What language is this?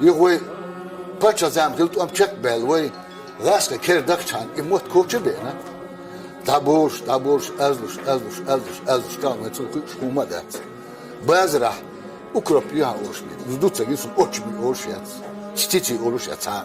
Chechen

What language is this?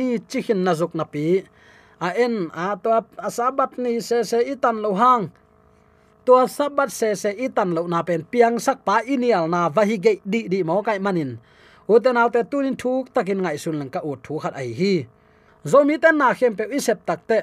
Tedim Chin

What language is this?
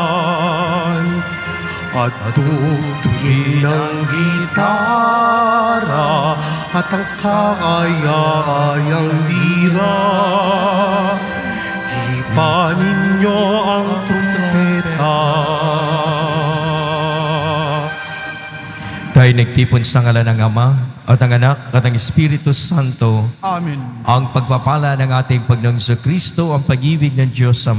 Filipino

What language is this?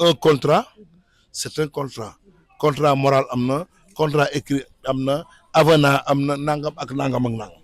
Wolof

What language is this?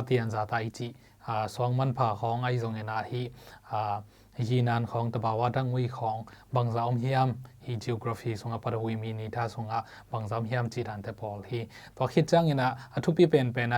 Tedim Chin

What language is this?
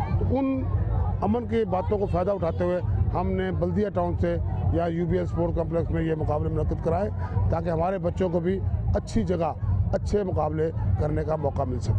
Urdu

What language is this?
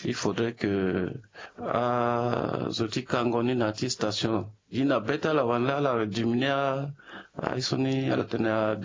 Sango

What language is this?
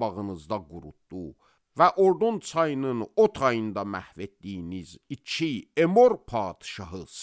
Azerbaijani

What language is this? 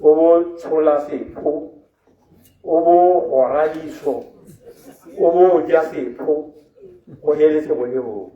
Tswana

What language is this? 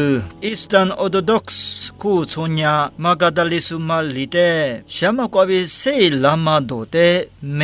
Lisu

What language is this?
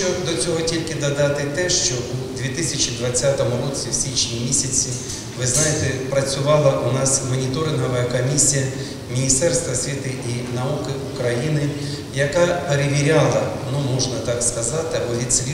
Ukrainian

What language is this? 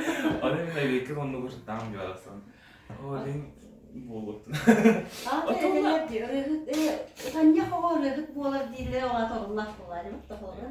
Yakut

